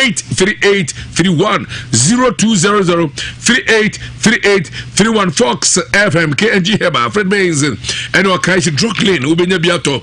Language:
Akan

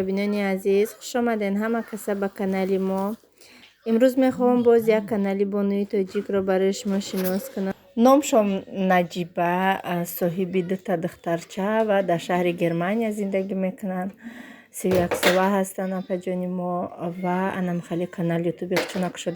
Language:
Tajik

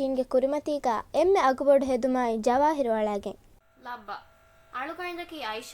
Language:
Divehi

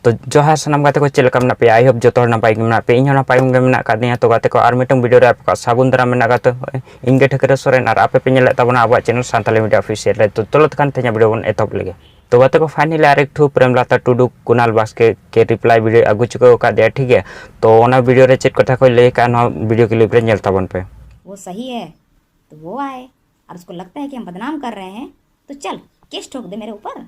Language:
Santali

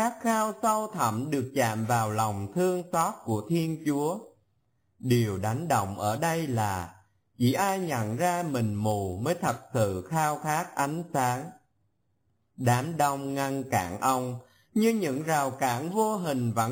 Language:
Vietnamese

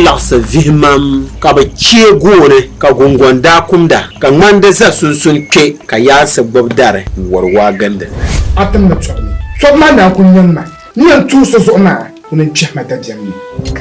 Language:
Dagbani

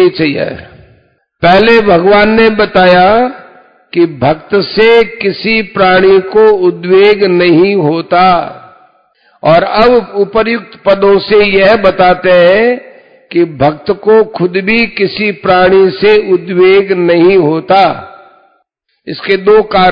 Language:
Hindi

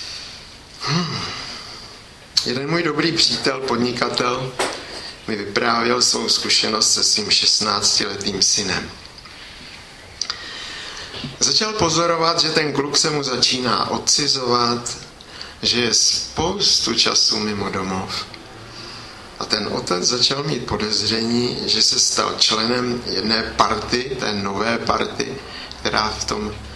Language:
Czech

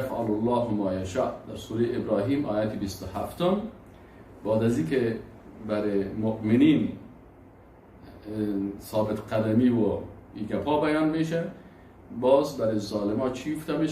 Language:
Persian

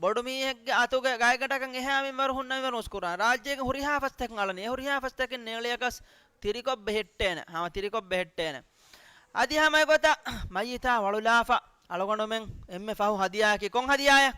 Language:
Divehi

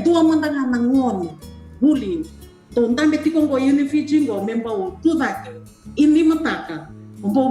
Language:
Fijian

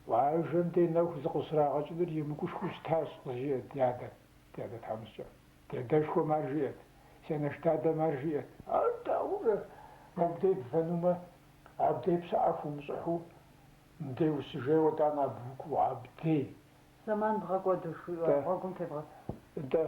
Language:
Kabardian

